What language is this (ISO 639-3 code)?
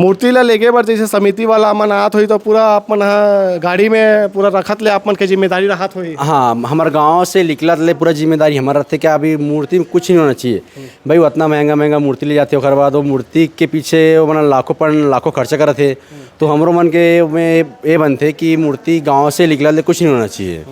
hne